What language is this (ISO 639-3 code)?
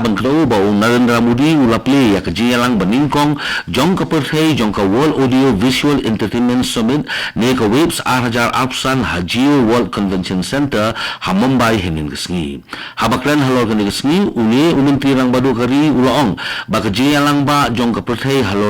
kha